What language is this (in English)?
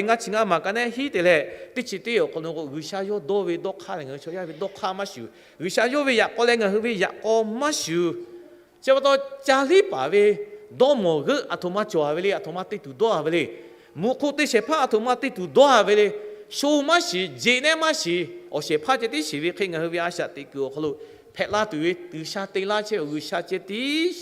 Lahu